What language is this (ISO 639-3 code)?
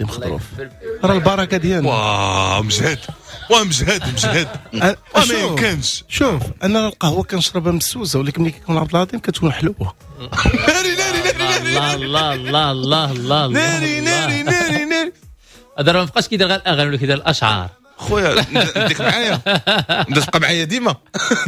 ary